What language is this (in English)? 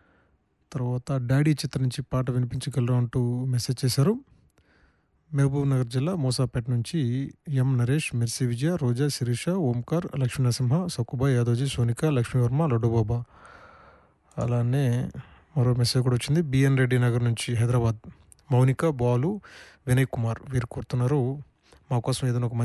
Telugu